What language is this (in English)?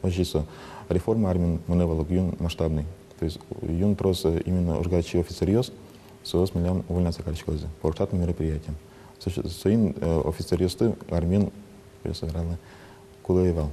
Udmurt